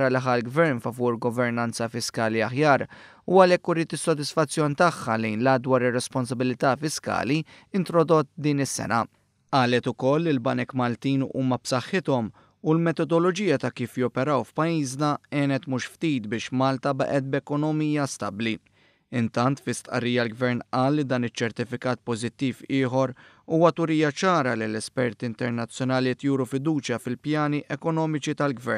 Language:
Maltese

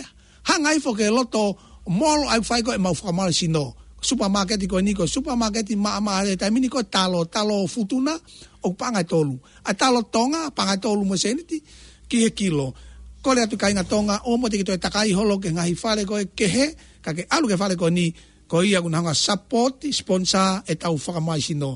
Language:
Tongan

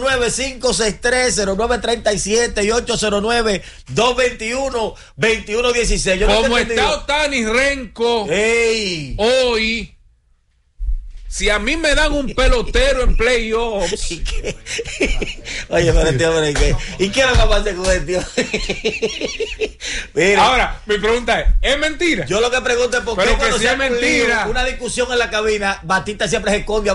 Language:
Spanish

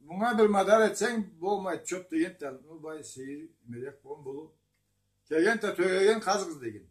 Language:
Karachay-Balkar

